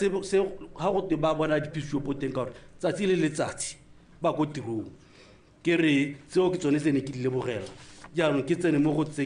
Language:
Tswana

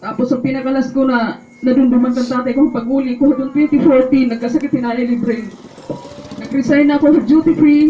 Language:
Waray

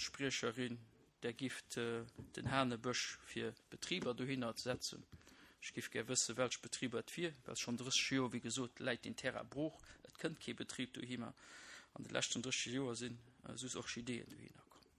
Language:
Luxembourgish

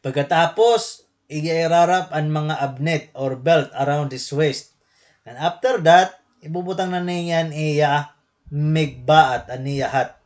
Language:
Waray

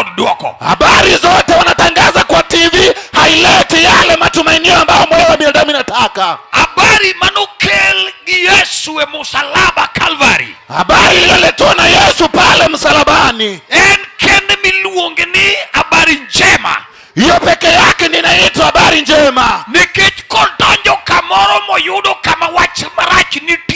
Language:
Luo (Kenya and Tanzania)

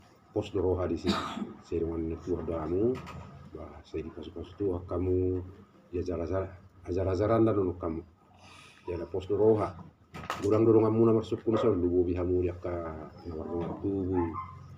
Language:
Batak Toba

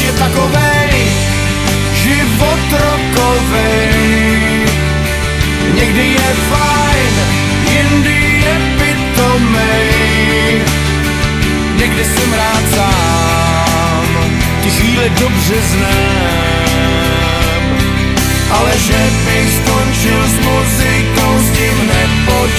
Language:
Czech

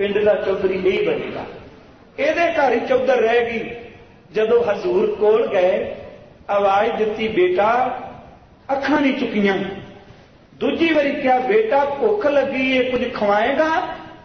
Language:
Punjabi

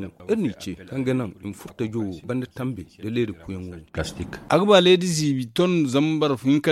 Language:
Zarma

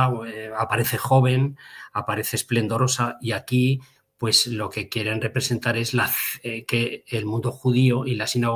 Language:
Ladino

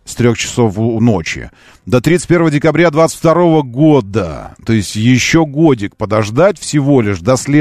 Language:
Russian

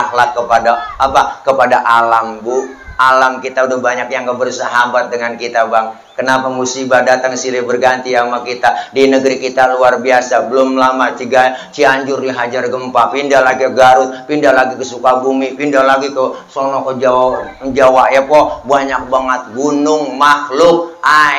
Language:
Betawi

